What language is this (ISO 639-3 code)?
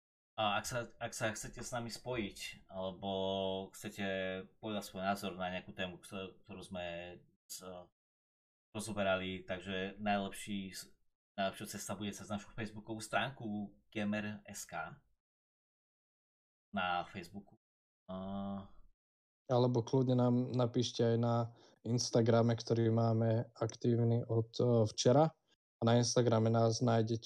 slk